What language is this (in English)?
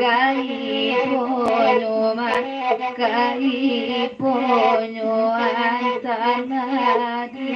Minangkabau